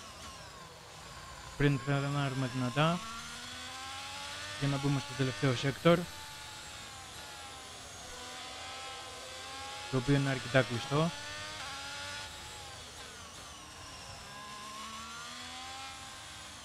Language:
Greek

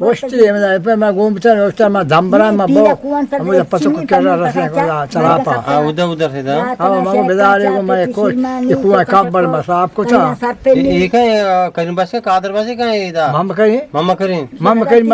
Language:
Eastern Balochi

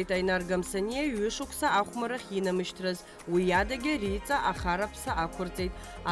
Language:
Abkhazian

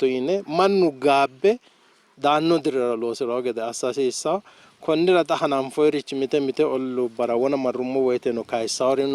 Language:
Sidamo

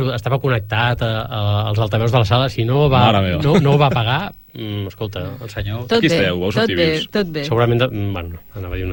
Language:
Catalan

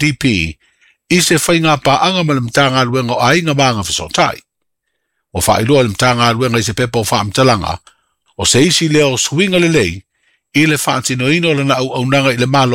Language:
Samoan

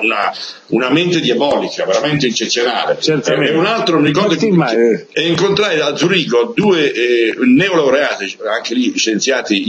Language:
Italian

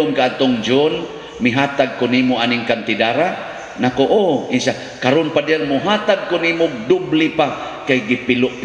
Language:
Cebuano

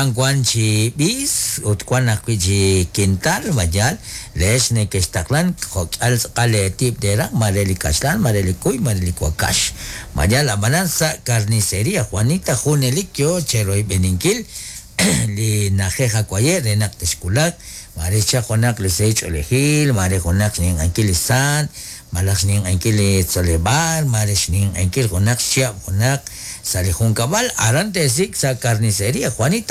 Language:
Kekchí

